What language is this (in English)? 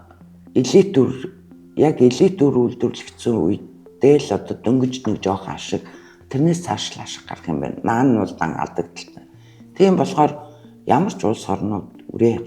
Mongolian